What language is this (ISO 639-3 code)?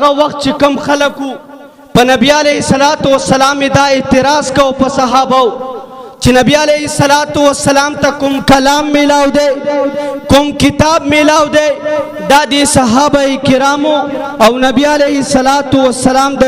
pus